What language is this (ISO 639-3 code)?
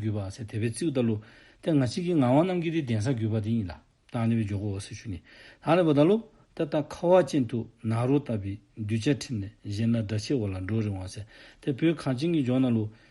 dzo